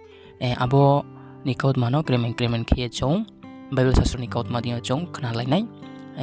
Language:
Riang (India)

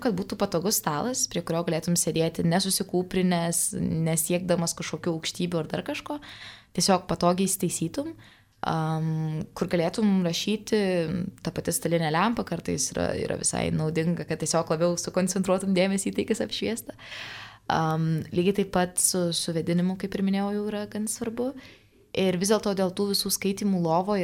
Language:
Lithuanian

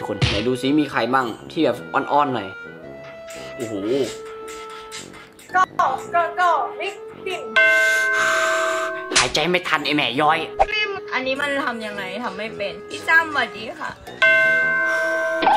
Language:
Thai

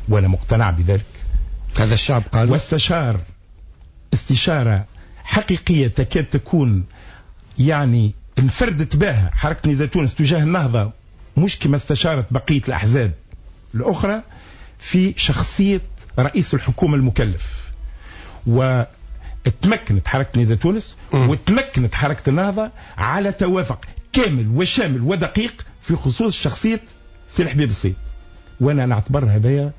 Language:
Tunisian Arabic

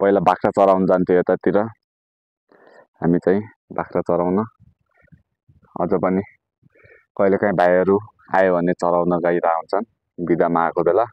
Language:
Nepali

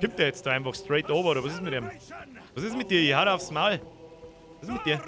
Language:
Bavarian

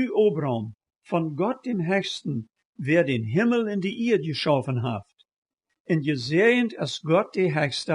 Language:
Plautdietsch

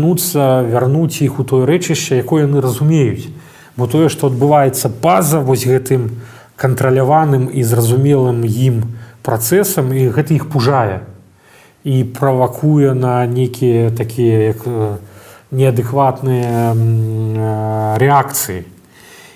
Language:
Belarusian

